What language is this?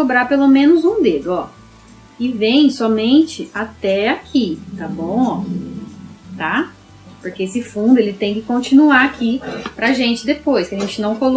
Portuguese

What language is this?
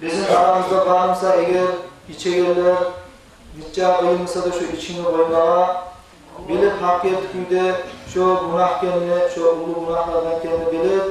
Kumyk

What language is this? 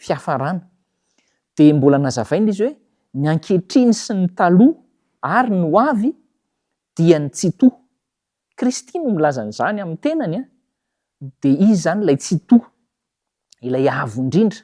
Malagasy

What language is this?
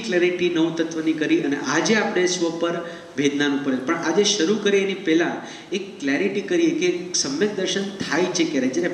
Gujarati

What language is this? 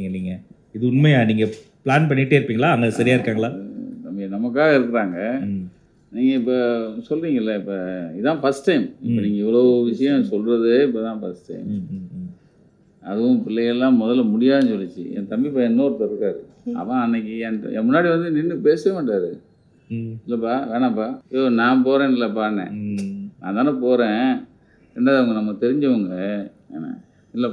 Tamil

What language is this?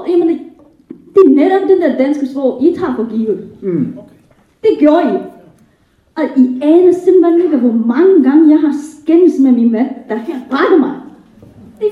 Danish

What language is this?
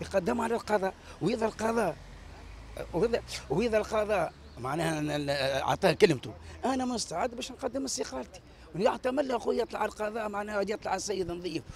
Tunisian Arabic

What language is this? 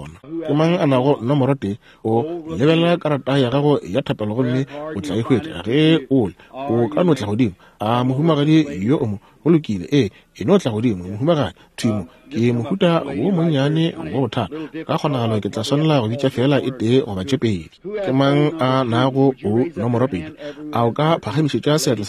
Northern Sotho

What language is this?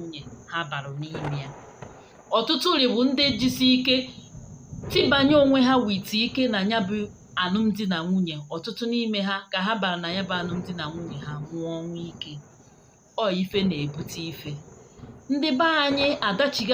Igbo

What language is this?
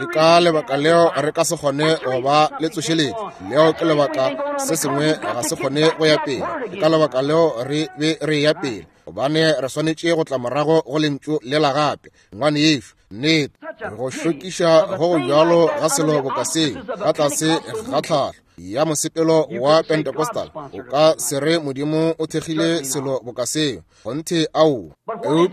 Northern Sotho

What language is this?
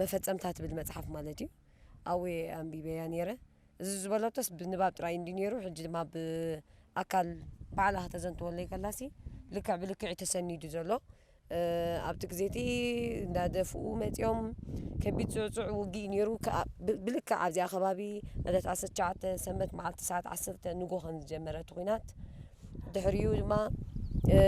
Tigrinya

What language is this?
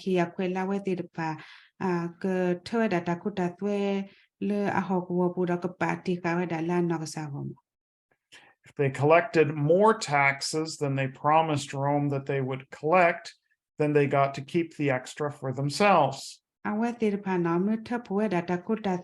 S'gaw Karen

